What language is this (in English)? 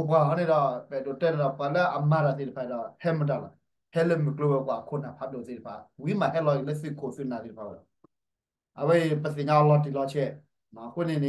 S'gaw Karen